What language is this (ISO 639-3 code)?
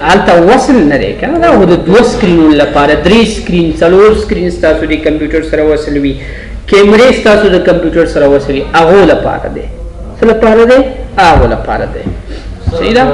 pus